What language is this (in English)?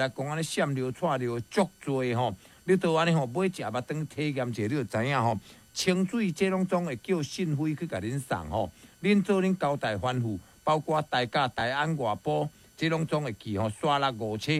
Min Nan Chinese